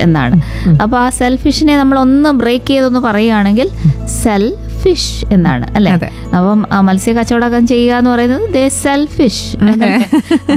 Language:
Malayalam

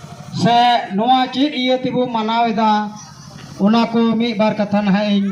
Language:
Santali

